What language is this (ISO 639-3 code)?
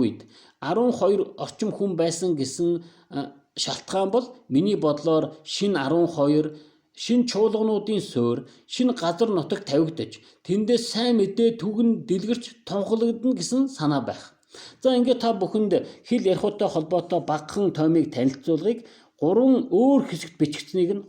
mon